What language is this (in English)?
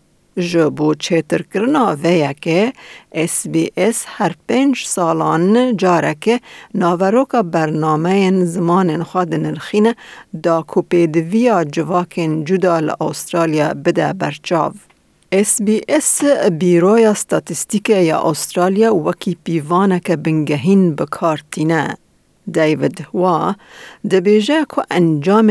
Kurdish